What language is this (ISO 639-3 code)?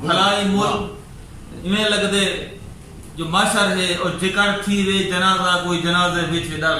skr